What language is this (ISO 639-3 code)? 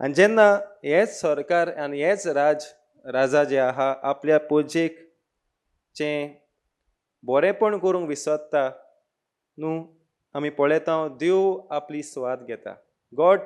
kok